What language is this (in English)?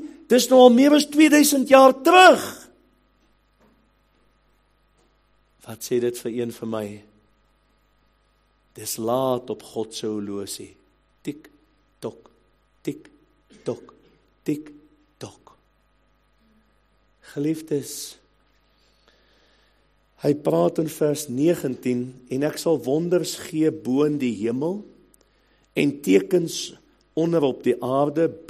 Afrikaans